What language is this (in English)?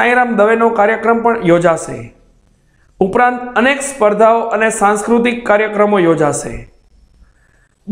Gujarati